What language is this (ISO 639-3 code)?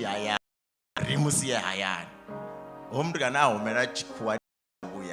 ven